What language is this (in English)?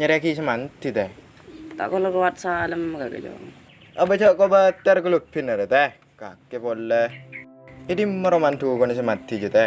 Madurese